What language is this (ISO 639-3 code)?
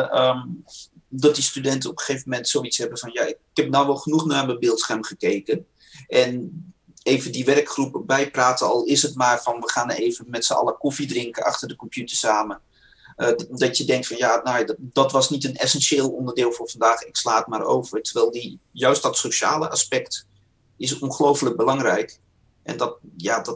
nld